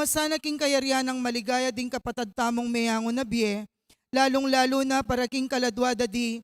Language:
Pampanga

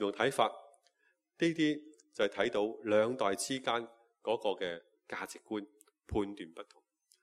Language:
Cantonese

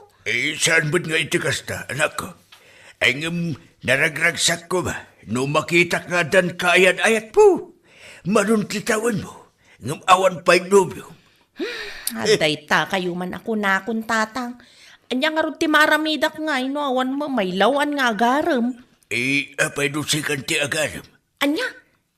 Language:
Iloko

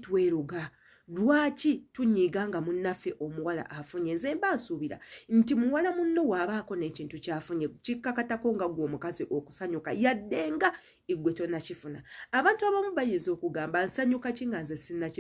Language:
Ganda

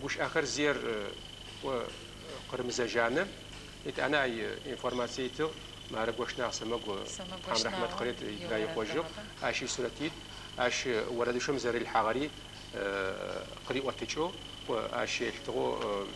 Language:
Adyghe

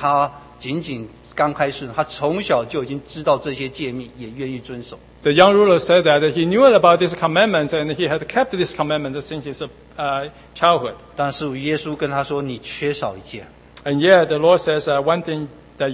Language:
Chinese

